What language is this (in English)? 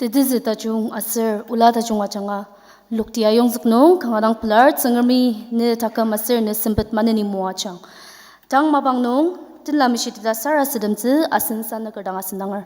Ao Naga